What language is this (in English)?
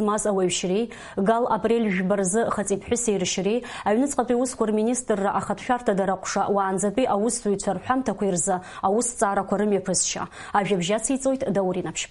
Abkhazian